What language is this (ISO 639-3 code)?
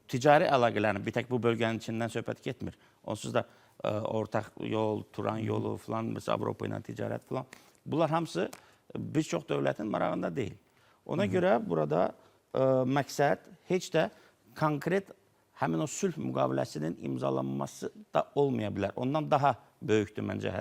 aze